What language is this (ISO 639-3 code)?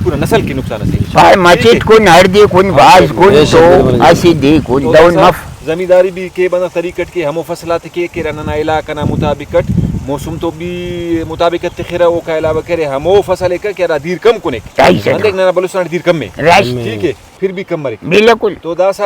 brh